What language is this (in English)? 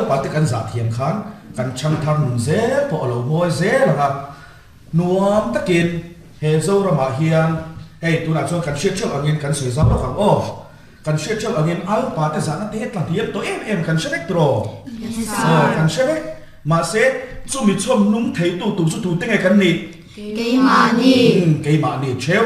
Mizo